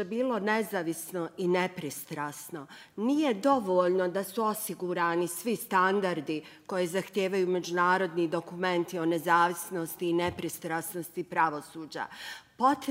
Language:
Bosnian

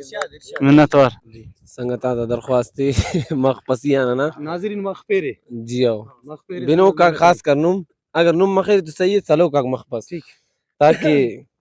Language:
Brahui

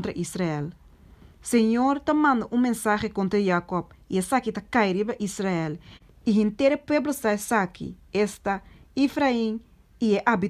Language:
Papiamento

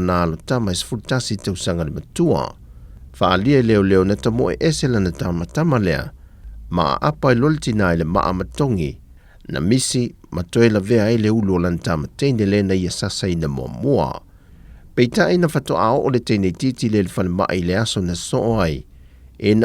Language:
Samoan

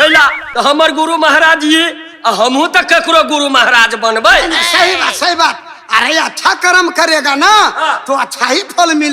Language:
Maithili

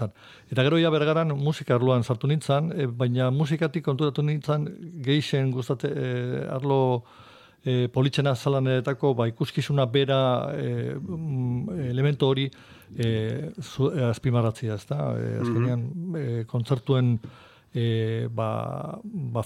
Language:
Basque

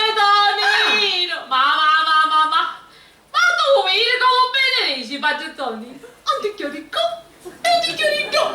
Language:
Sicilian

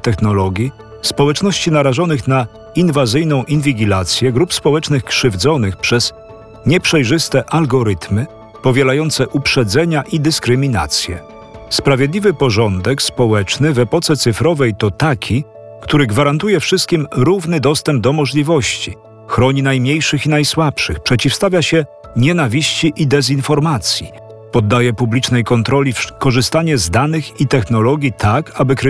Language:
Polish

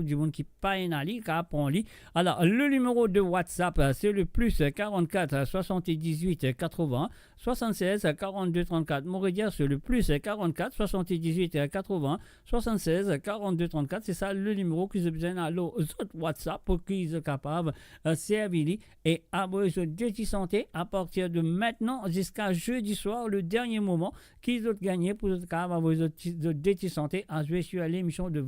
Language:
Morisyen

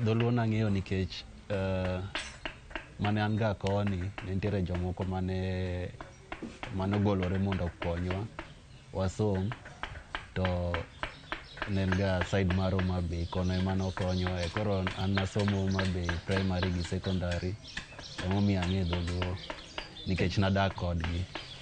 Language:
Luo (Kenya and Tanzania)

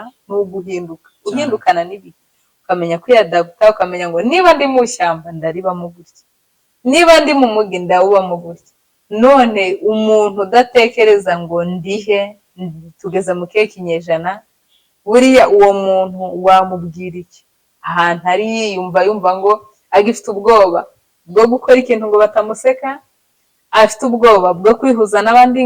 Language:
Kinyarwanda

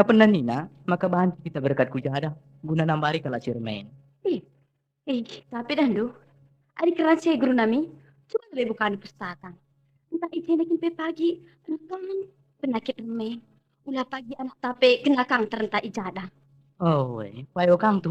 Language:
Batak Karo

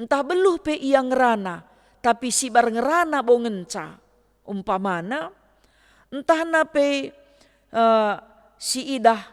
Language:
Batak Karo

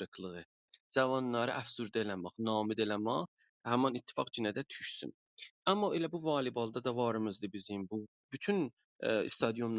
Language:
South Azerbaijani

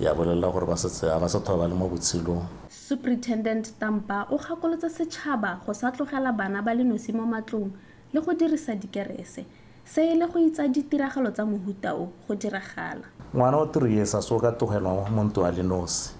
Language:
Tswana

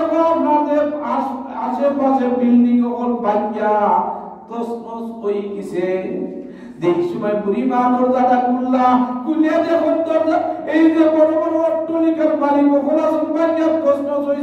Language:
Sylheti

